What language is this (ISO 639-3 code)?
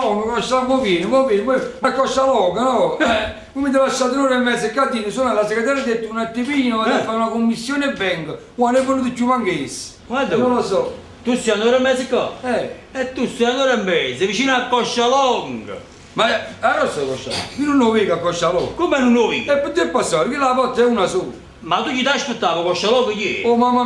nap